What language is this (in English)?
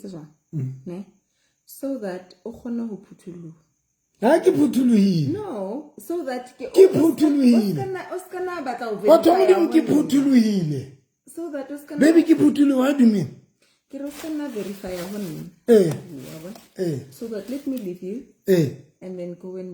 Southern Sotho